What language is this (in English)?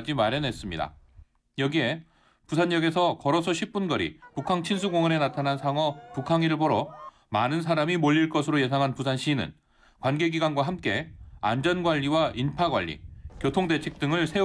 Korean